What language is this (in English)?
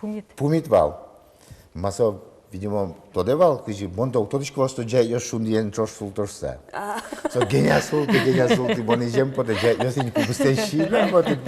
Udmurt